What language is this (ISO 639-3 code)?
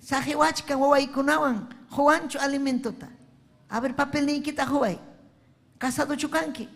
quy